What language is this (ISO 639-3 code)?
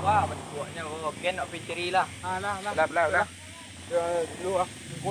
min